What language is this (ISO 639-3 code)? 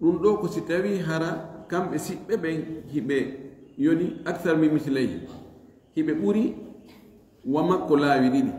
ful